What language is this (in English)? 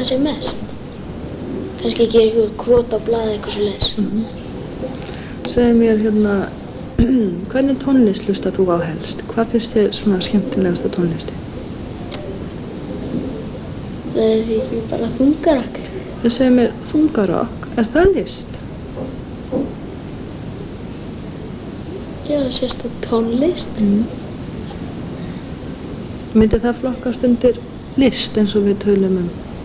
Icelandic